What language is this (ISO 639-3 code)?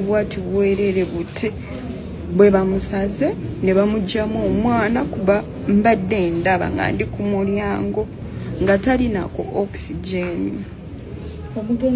lug